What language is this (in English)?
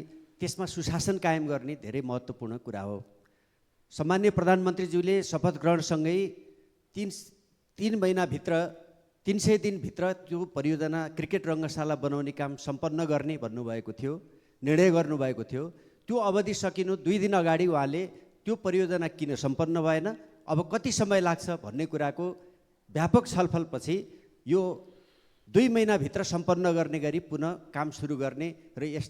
Nepali